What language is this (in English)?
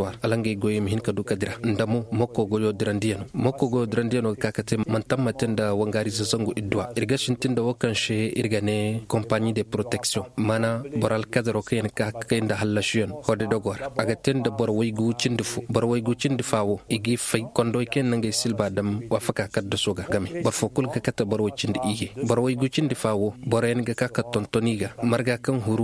Zarma